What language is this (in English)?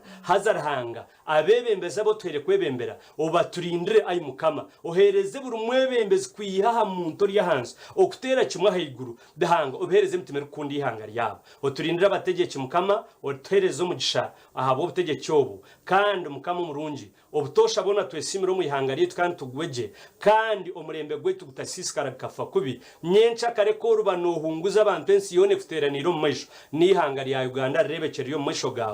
Nyankole